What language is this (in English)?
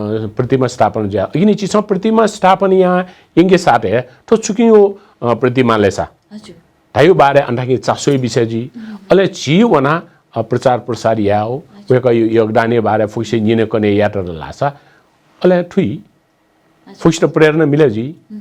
Newari